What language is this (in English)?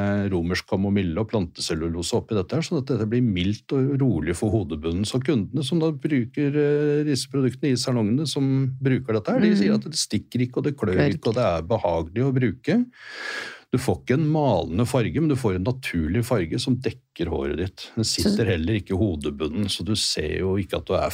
Norwegian